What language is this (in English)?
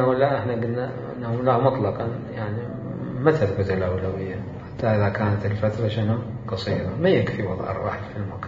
Mesopotamian Arabic